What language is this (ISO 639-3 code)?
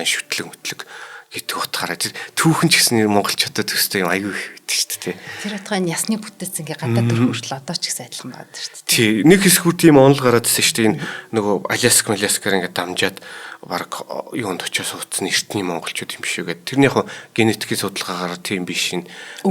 mon